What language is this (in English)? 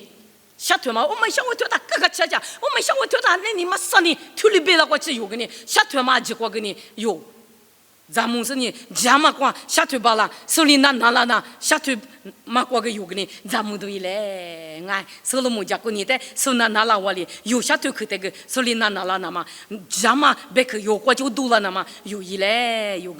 Lisu